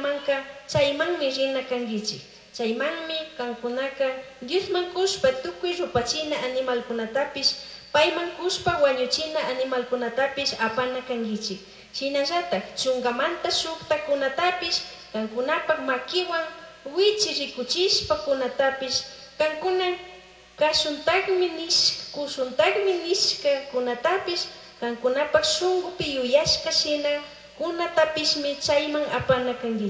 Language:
Chimborazo Highland Quichua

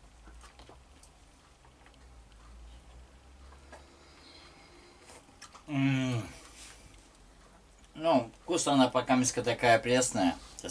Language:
Russian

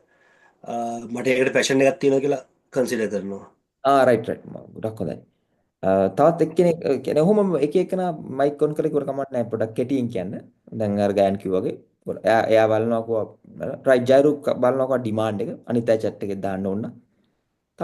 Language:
Sinhala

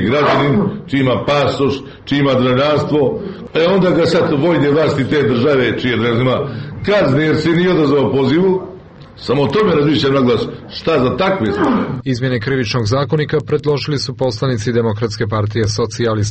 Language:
Serbian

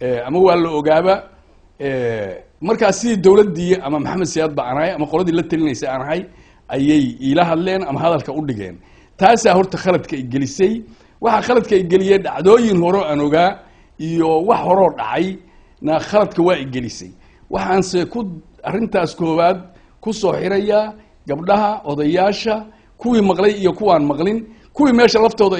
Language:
Somali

